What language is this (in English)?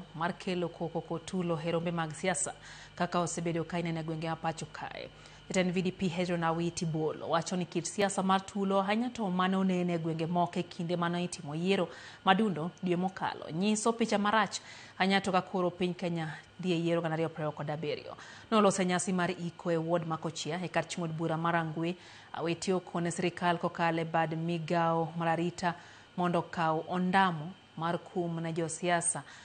Luo (Kenya and Tanzania)